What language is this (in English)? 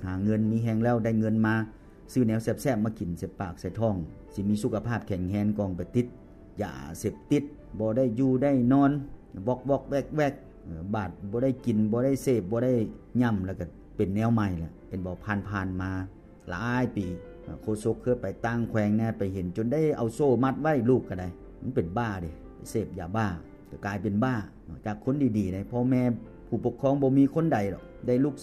Lao